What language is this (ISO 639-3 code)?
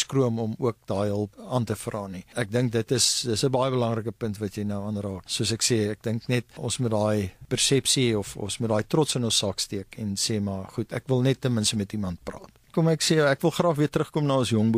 afr